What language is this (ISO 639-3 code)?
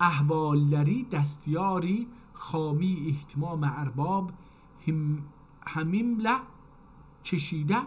azb